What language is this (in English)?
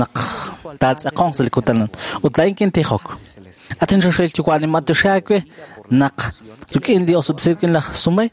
Kekchí